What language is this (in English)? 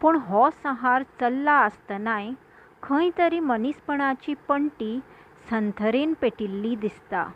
Konkani